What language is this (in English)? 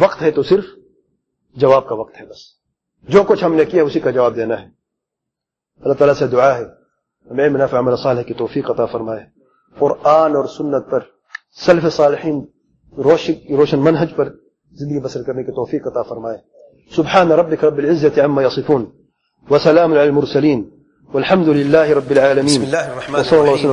Urdu